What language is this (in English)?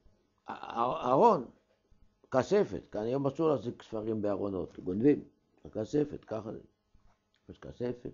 Hebrew